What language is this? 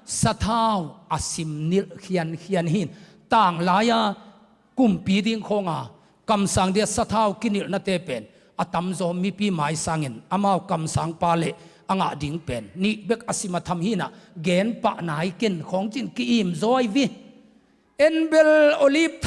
Tedim Chin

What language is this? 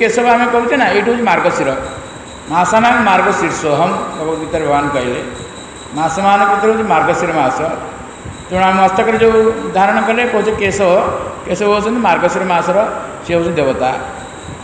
Odia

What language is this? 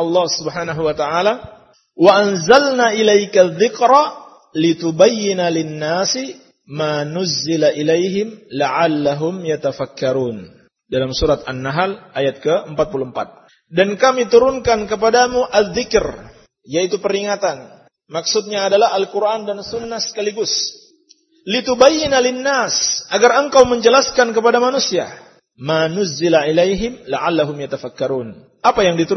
Indonesian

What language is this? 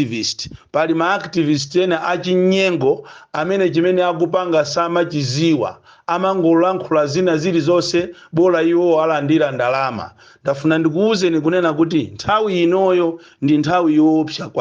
Nyanja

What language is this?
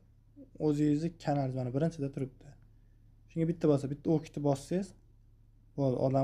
Uzbek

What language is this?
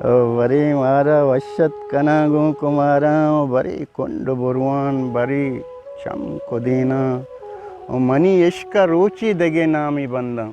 Eastern Balochi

